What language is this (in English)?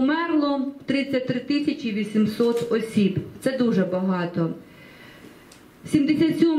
Ukrainian